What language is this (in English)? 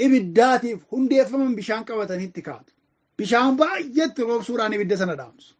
Oromo